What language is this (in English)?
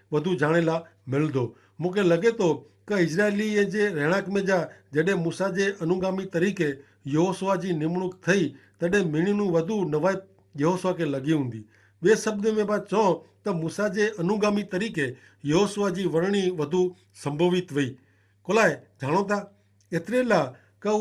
Kachhi